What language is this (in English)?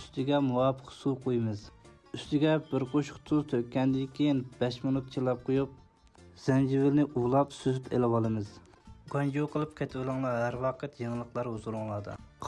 Uyghur